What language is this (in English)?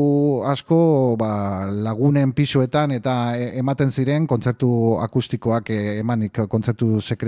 Basque